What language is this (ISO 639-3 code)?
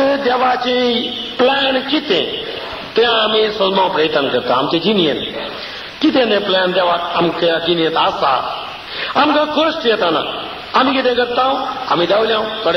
kok